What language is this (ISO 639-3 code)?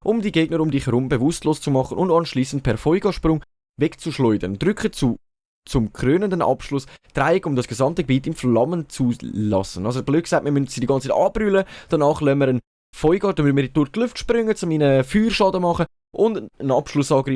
gsw